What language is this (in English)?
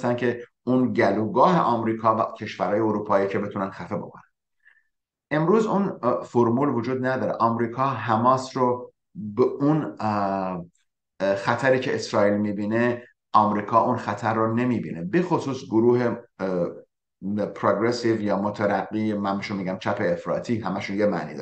Persian